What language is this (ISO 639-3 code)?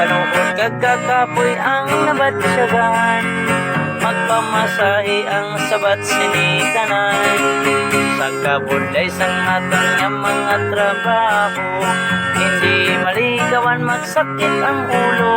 hil